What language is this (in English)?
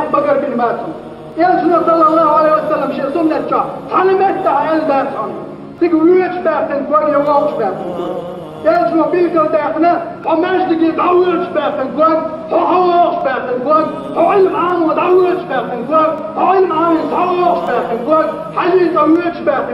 Chechen